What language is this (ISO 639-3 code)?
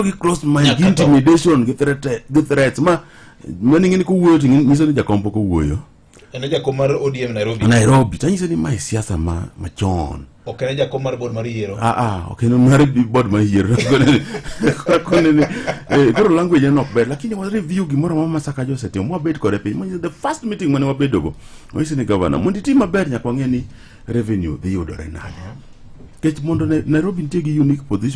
luo